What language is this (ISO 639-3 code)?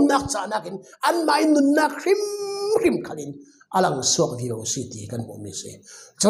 cfm